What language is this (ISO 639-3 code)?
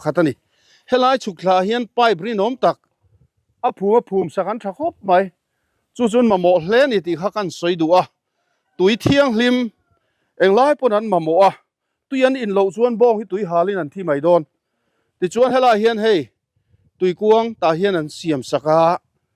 lus